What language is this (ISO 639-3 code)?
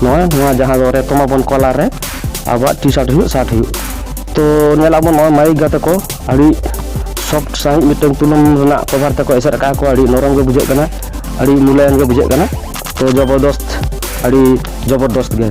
sat